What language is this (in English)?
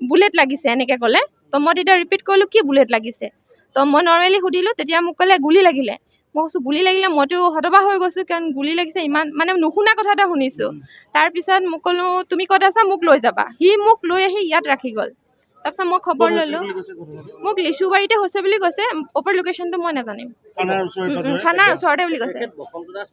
Assamese